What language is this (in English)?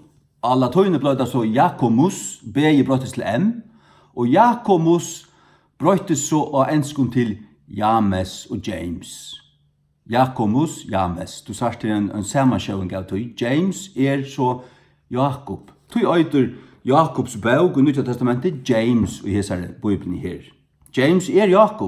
Faroese